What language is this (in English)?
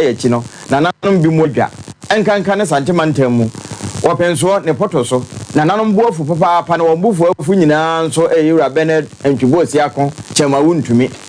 Akan